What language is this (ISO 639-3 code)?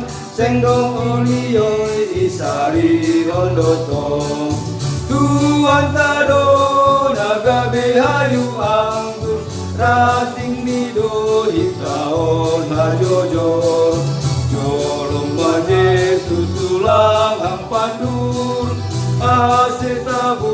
bts